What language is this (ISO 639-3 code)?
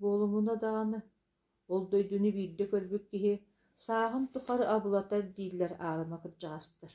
sah